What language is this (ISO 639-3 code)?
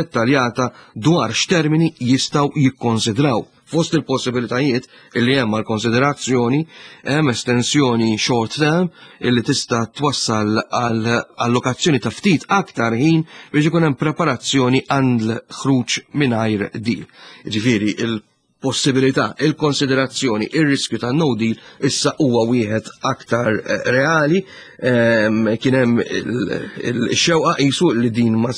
mlt